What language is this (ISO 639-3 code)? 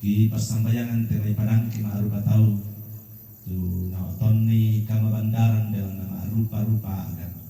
sda